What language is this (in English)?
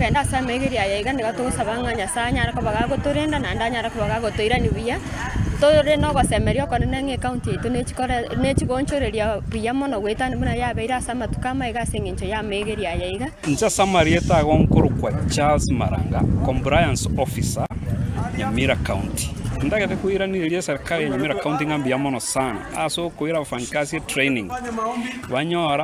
Gusii